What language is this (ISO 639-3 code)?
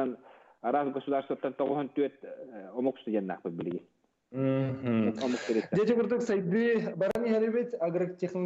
sah